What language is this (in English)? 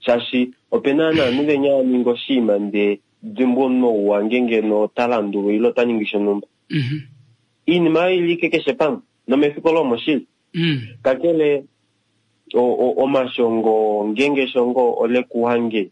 Kuanyama